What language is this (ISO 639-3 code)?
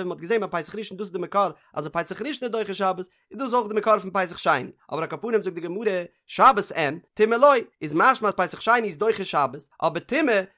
yid